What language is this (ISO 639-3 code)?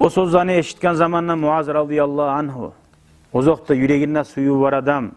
kum